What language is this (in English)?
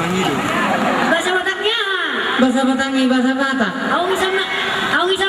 Batak Toba